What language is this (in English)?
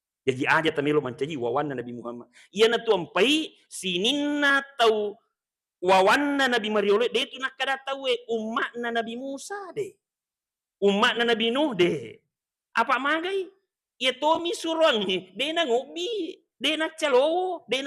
Buginese